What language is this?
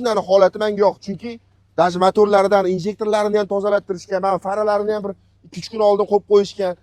Uzbek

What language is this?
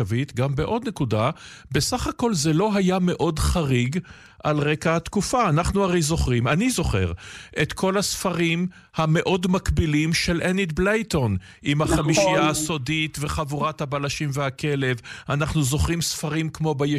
Hebrew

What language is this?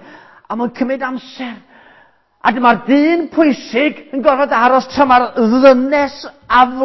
Welsh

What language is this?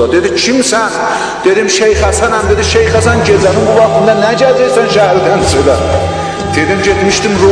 South Azerbaijani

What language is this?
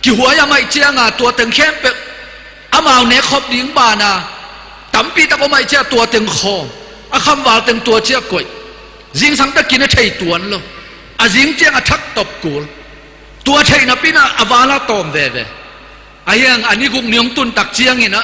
Tedim Chin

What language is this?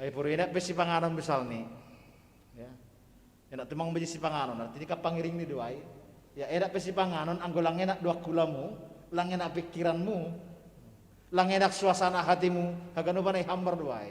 Batak Simalungun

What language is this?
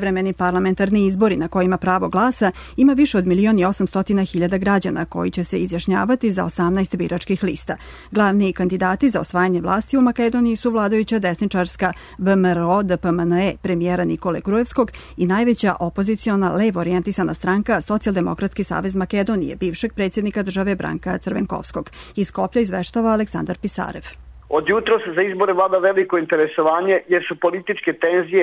Serbian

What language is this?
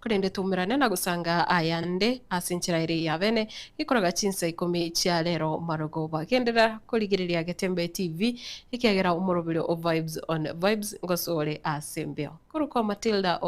Gusii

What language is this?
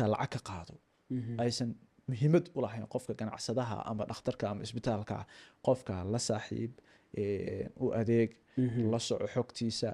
Somali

